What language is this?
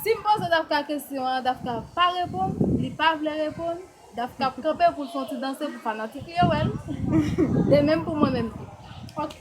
Haitian Creole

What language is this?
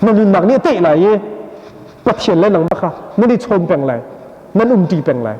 Hakha Chin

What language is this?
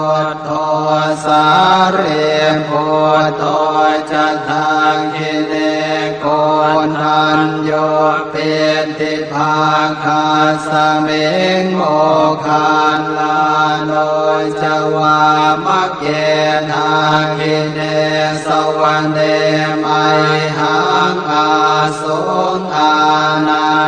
Pali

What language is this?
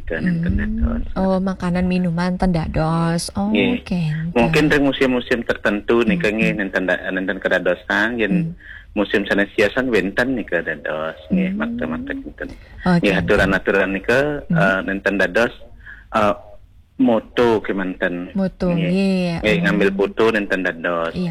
Balinese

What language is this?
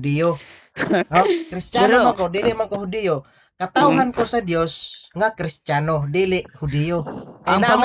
Cebuano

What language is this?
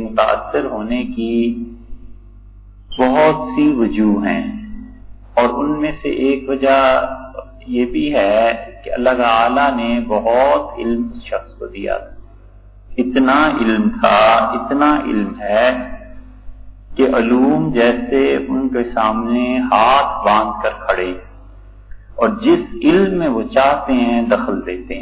Urdu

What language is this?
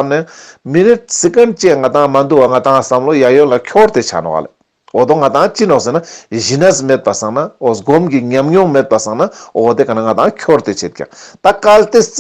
Ladakhi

